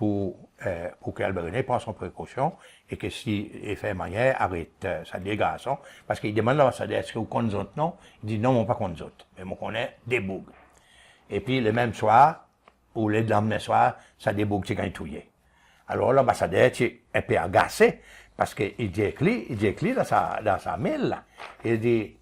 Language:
Seselwa Creole French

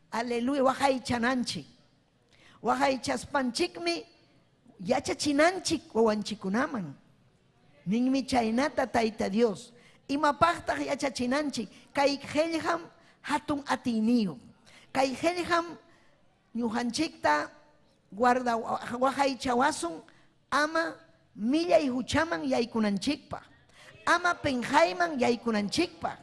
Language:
Ayacucho Quechua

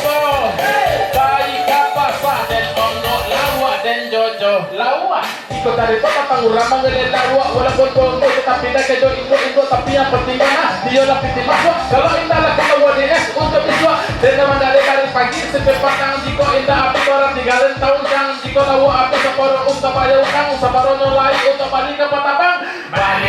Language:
Minangkabau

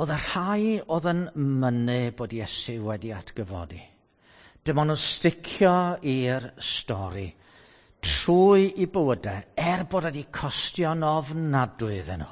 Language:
Welsh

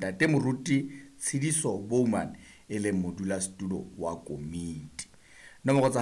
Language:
Southern Sotho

